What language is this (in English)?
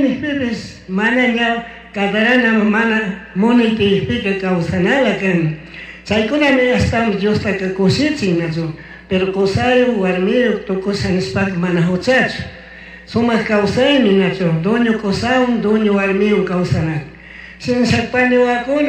Chimborazo Highland Quichua